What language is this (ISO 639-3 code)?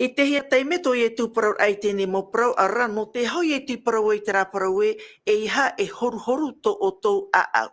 tah